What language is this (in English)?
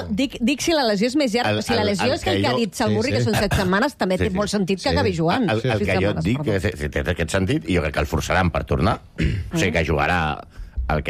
Catalan